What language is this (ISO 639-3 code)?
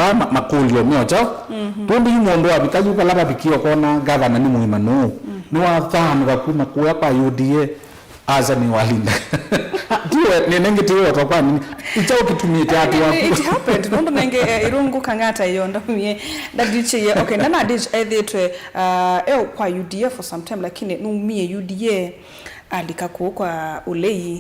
kam